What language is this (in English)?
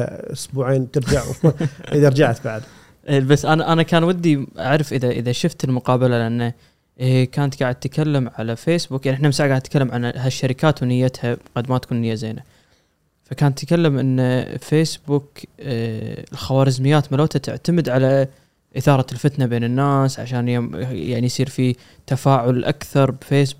Gulf Arabic